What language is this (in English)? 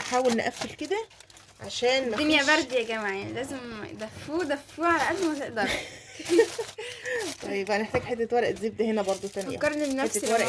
Egyptian Arabic